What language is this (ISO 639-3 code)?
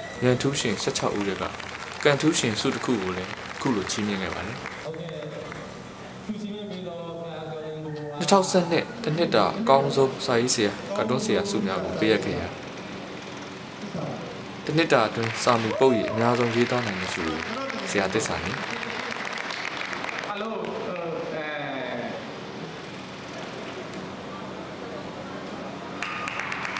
mya